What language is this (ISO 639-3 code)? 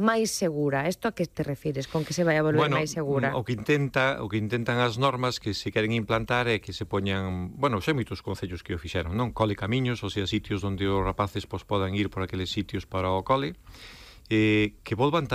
glg